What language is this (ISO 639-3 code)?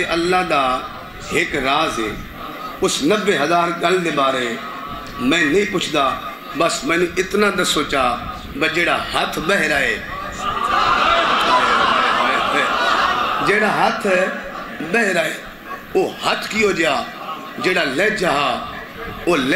skr